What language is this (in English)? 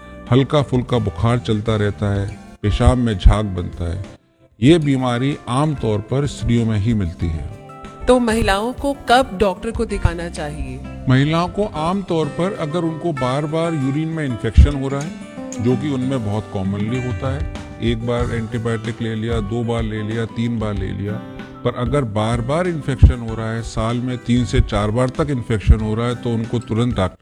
Hindi